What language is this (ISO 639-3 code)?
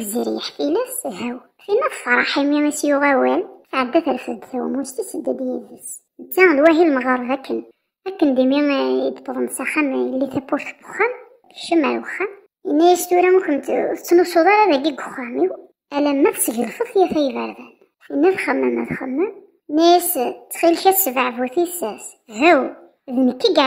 kab